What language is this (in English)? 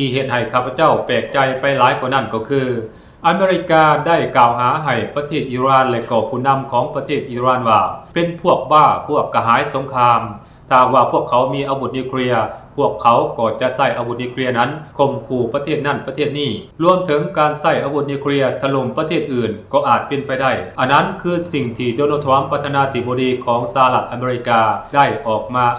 Lao